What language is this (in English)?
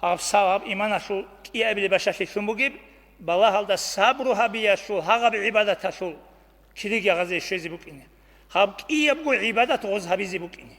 Avaric